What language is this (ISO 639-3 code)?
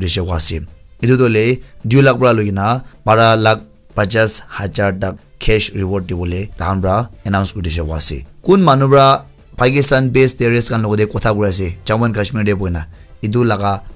nag